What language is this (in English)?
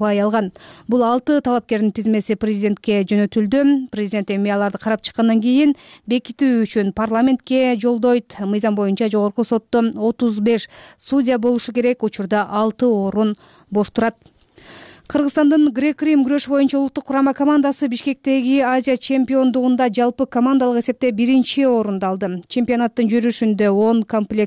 Kyrgyz